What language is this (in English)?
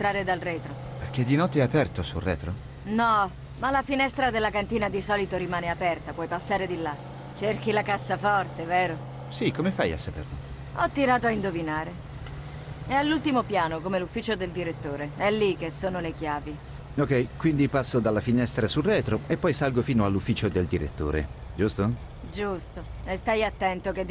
Italian